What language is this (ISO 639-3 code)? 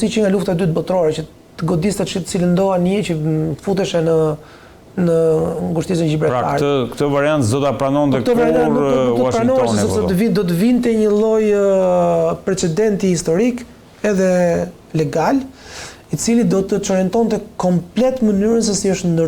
sqi